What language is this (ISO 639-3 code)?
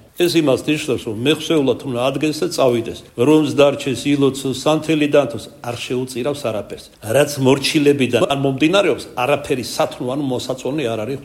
kat